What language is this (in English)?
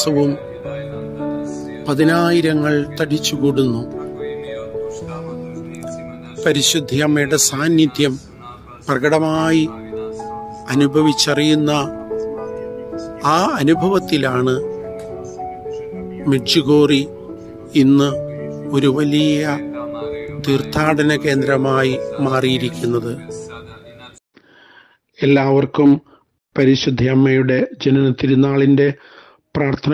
Malayalam